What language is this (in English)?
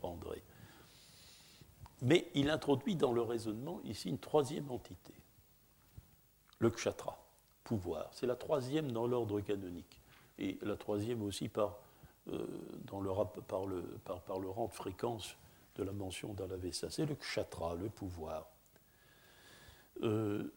French